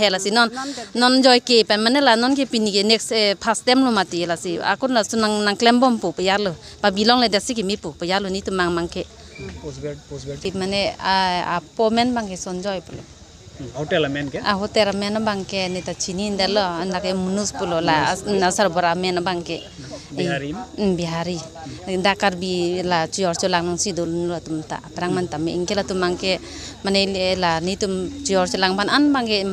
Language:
Karbi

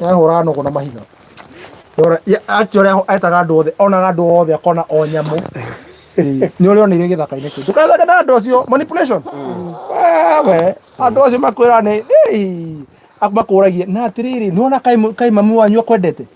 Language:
Kikuyu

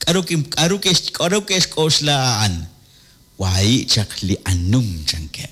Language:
Kekchí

